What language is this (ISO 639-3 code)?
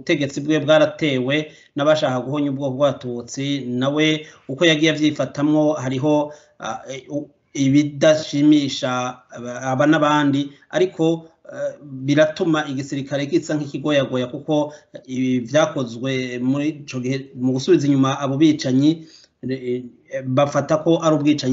run